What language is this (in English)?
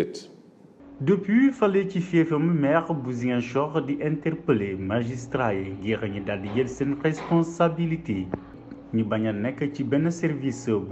Wolof